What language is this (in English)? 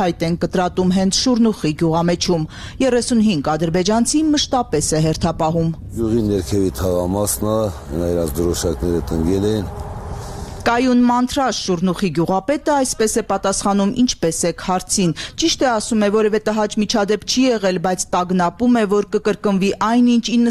Armenian